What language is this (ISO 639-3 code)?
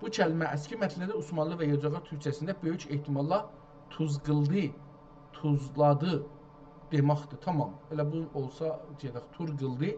azb